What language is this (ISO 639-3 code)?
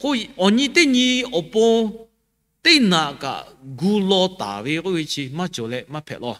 lhu